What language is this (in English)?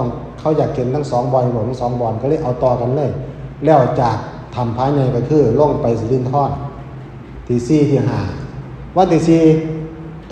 Northeastern Thai